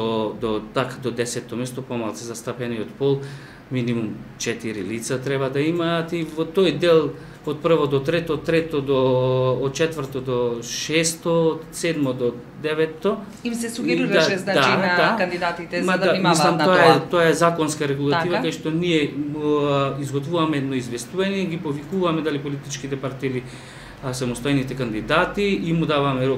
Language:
Macedonian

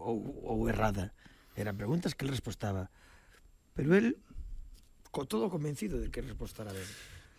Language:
Galician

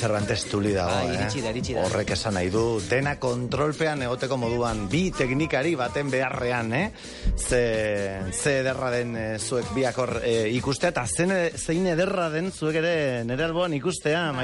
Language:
Basque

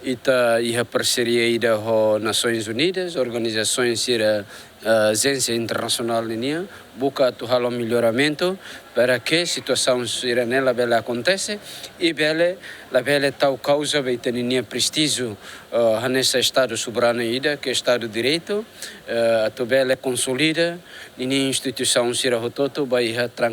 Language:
Tetum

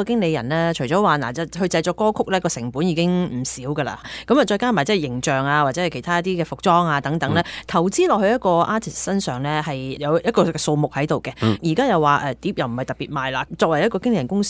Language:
Cantonese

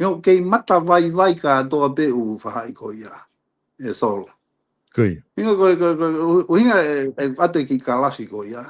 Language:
Tongan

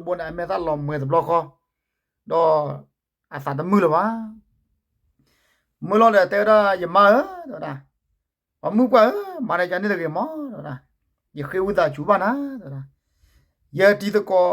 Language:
S'gaw Karen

